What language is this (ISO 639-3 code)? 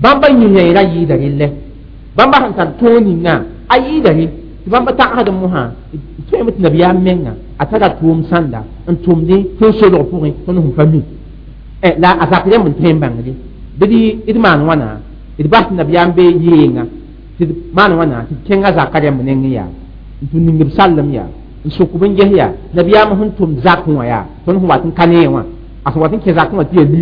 mos